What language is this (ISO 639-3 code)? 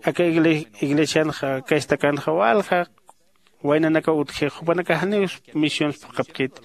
aym